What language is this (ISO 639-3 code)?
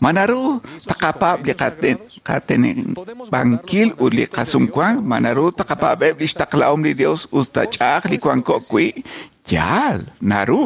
kek